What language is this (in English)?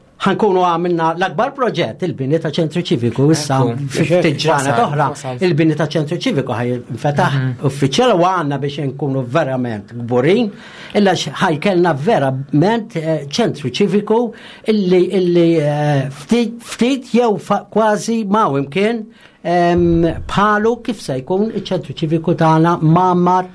Maltese